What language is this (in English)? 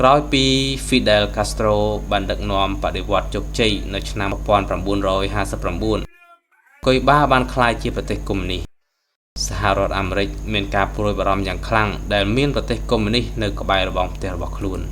Khmer